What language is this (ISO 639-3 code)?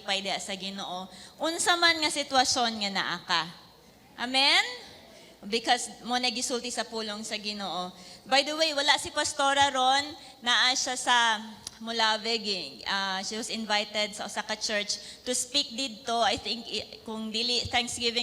ceb